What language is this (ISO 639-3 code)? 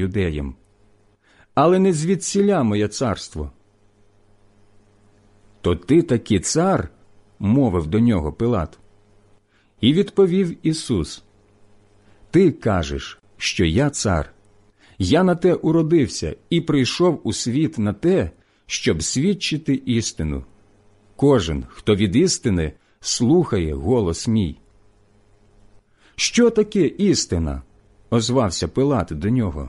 ukr